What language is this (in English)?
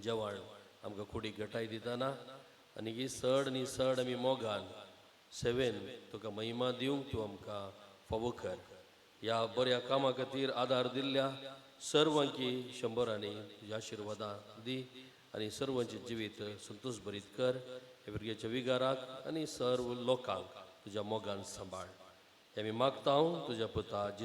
Konkani